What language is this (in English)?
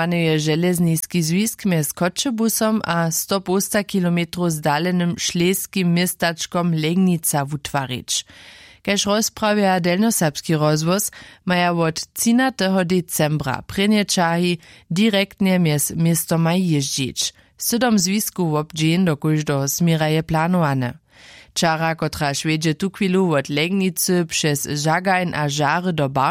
Upper Sorbian